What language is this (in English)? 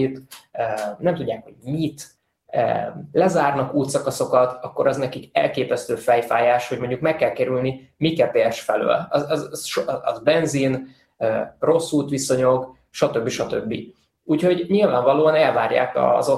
Hungarian